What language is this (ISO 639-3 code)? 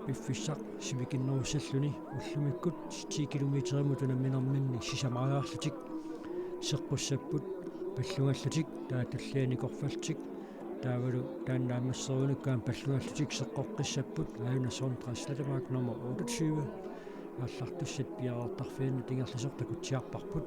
kal